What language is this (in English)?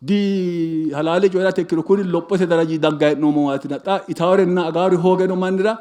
Sidamo